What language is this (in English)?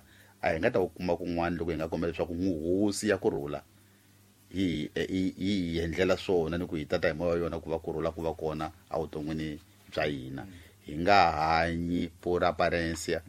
Tsonga